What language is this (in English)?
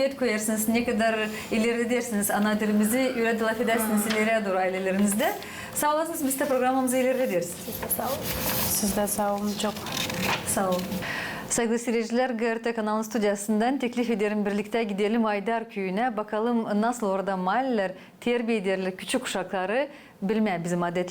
Gagauz